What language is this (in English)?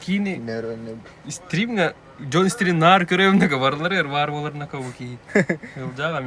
Yakut